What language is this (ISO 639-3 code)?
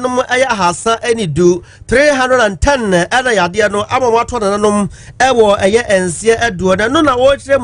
aka